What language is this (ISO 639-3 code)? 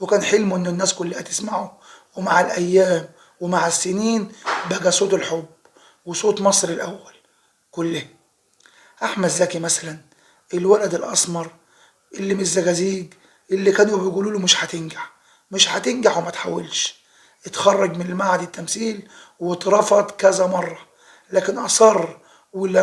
arz